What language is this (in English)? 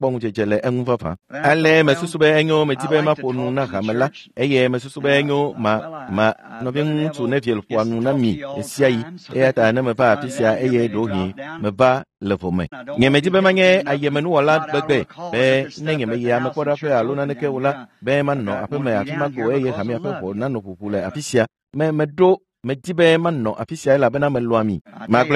Ewe